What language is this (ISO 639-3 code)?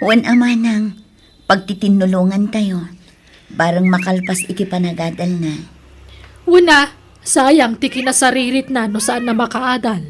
ilo